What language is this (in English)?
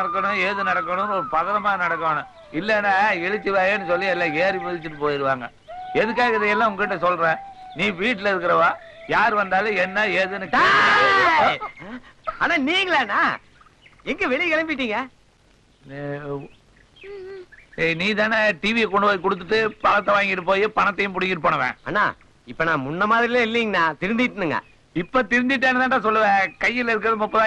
Tamil